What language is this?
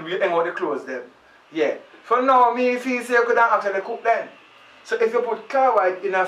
Jamaican Creole English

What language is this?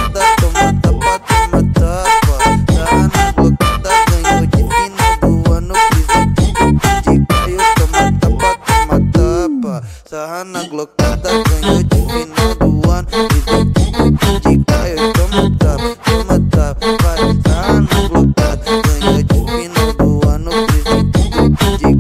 Portuguese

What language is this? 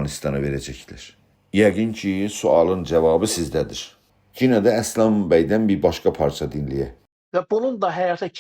South Azerbaijani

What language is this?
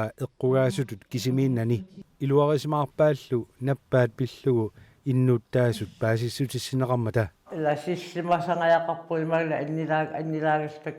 Kalaallisut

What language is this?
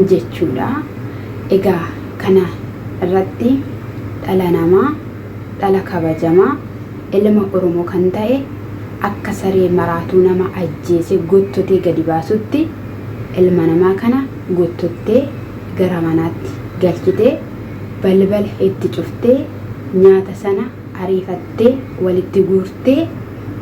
Oromo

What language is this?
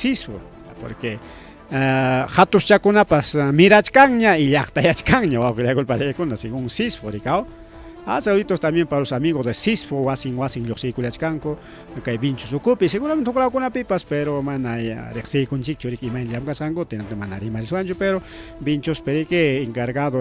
Ayacucho Quechua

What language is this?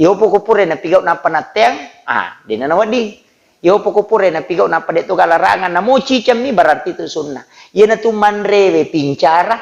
Buginese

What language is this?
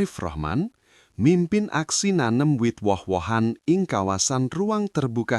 Javanese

